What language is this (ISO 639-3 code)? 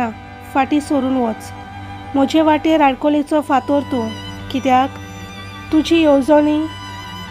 kok